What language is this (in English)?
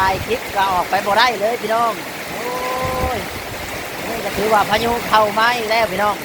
Northeastern Thai